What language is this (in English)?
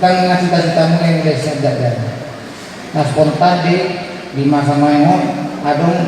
Batak Toba